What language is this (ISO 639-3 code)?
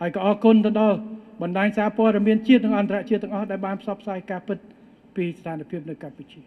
khm